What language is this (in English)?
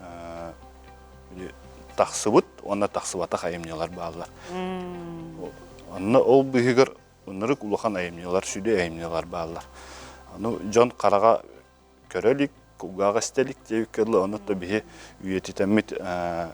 Yakut